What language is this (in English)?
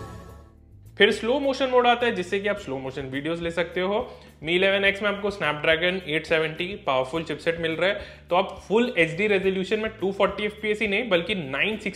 Hindi